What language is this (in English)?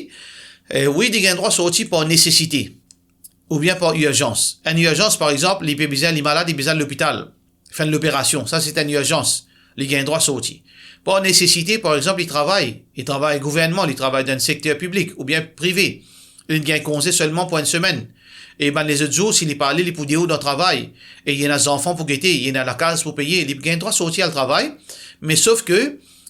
Morisyen